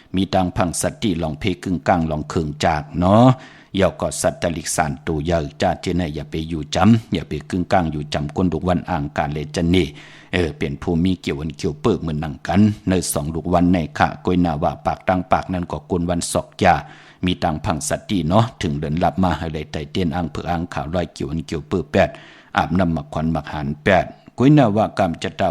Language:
Shan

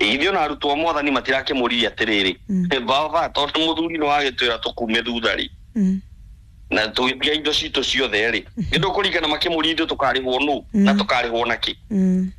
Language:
Kikuyu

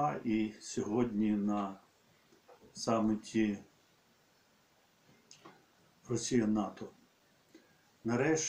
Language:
Ukrainian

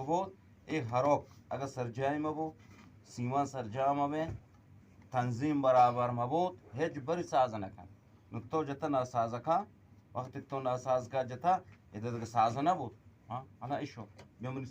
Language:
Eastern Balochi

